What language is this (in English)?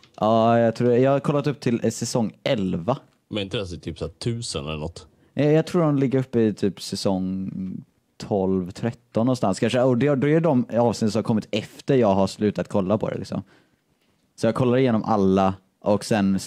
Swedish